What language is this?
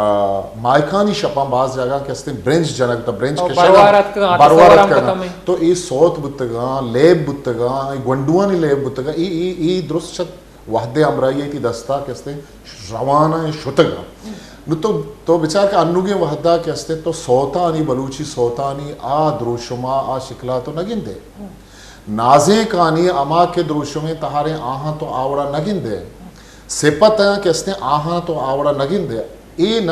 Baluchi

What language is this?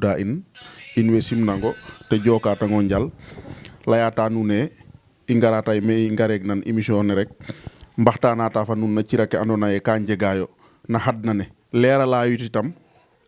Wolof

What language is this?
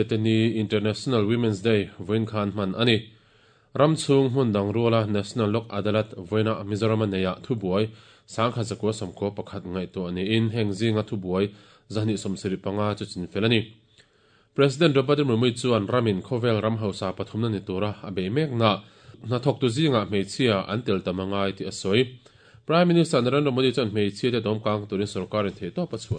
Mizo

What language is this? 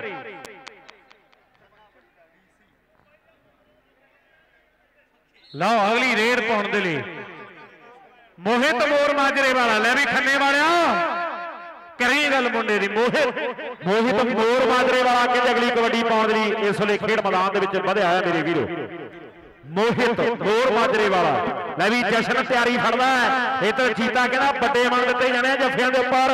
Punjabi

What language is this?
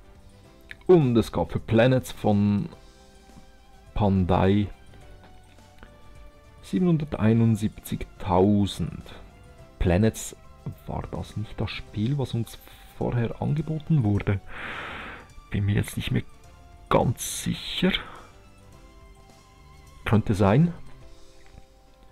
German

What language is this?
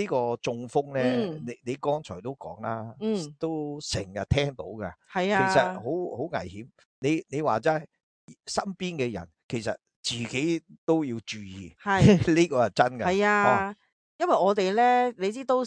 Cantonese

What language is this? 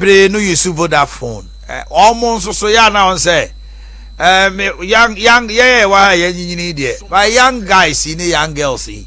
Akan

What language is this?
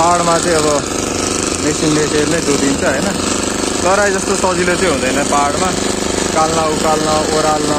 Nepali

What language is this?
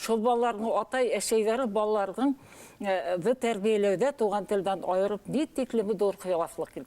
Bashkir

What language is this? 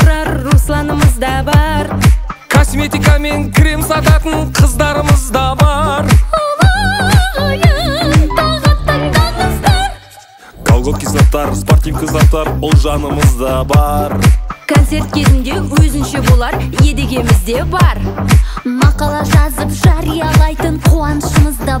Kazakh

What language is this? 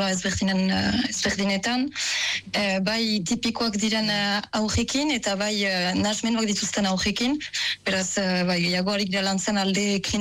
Basque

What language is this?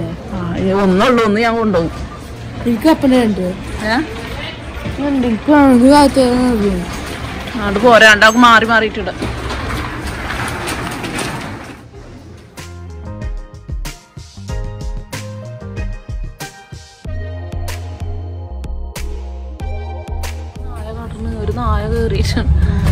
Malayalam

